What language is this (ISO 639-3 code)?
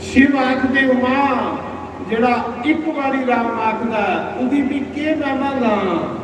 doi